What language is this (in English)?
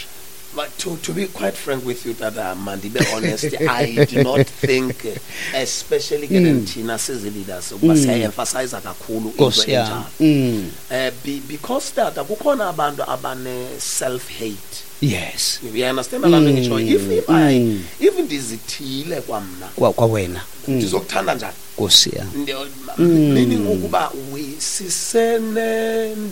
Xhosa